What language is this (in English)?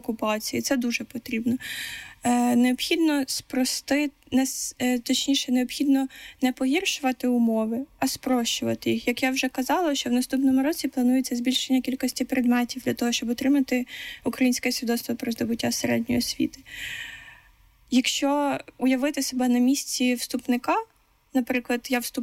Ukrainian